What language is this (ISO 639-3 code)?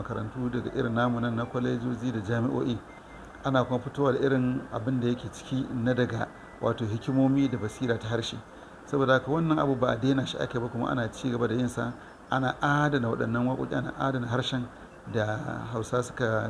hau